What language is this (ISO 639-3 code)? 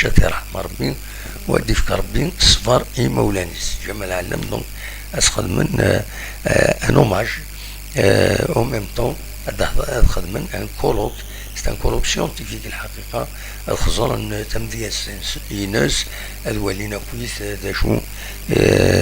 kab